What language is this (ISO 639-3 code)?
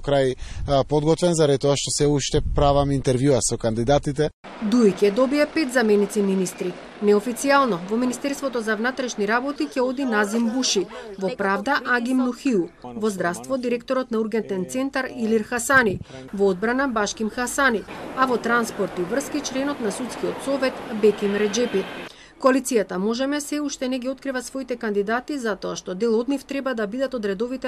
mkd